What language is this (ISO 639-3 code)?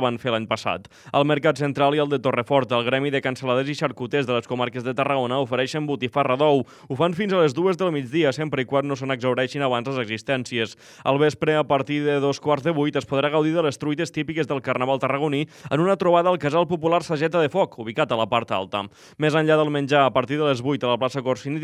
cat